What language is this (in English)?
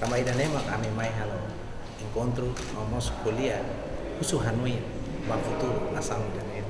Tetum